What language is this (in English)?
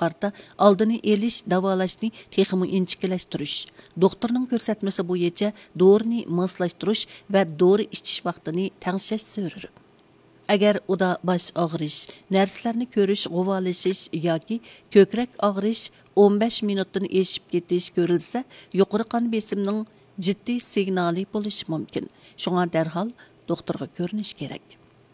Uyghur